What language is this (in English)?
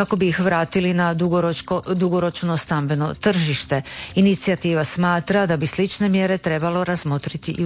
Croatian